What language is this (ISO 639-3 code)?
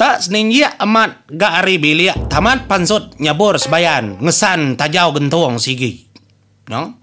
iba